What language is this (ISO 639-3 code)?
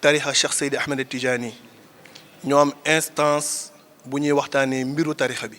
wol